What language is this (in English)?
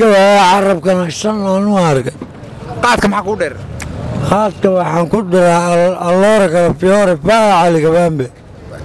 Somali